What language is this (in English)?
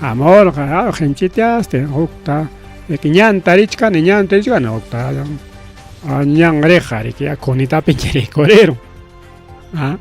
Ayacucho Quechua